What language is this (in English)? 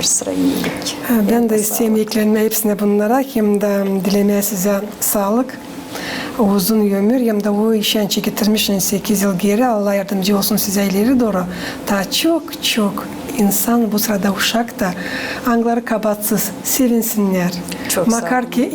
Gagauz